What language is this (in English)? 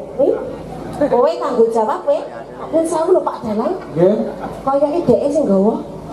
Javanese